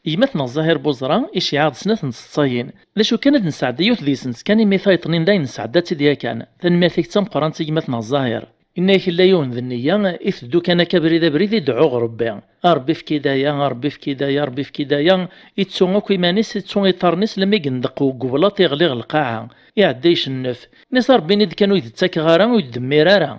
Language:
Kabyle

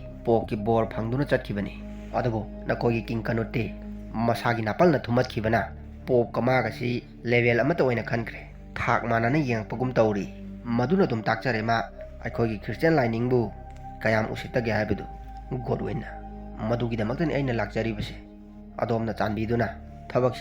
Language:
Manipuri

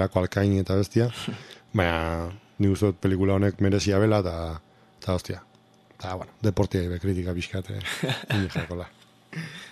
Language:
Basque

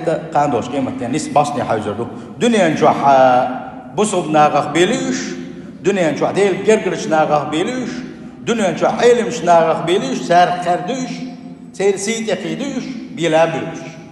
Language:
Chechen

